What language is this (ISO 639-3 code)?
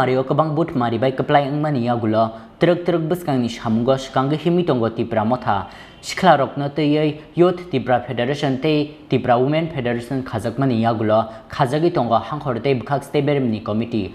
trp